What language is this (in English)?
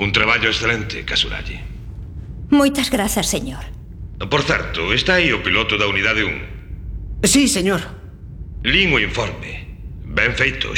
Galician